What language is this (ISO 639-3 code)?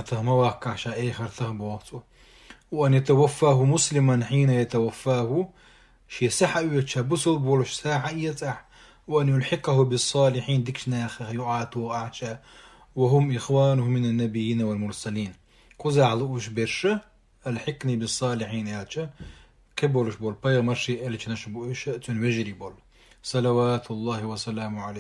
che